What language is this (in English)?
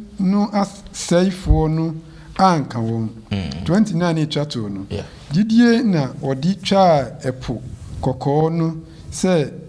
Akan